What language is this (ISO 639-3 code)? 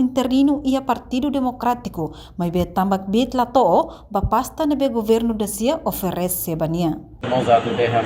tet